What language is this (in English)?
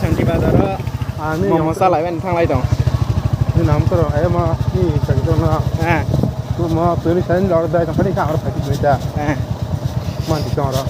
Kok Borok